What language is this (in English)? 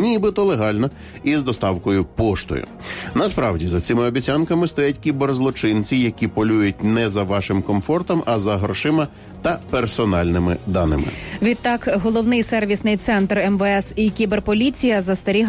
Ukrainian